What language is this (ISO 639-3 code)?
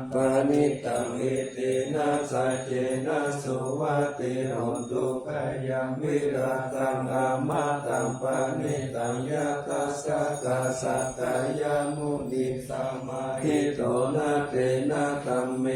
pli